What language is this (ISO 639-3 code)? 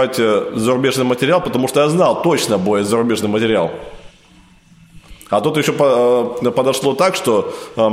rus